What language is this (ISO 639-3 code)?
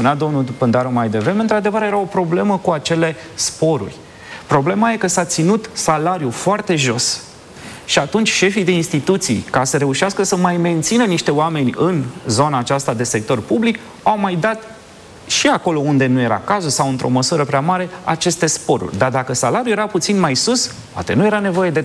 ron